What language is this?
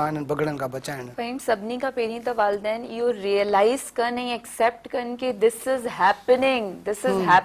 Sindhi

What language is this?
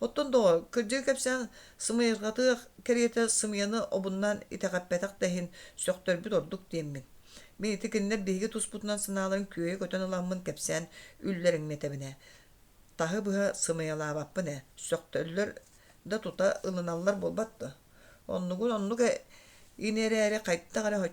Yakut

